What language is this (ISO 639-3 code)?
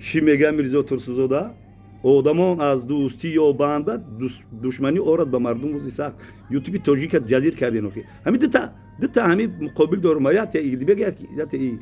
tgk